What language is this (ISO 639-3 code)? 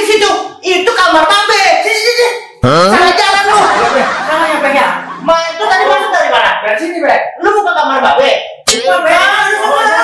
bew